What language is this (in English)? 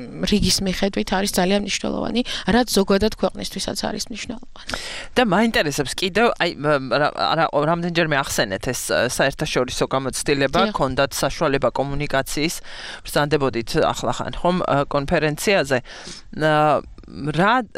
Georgian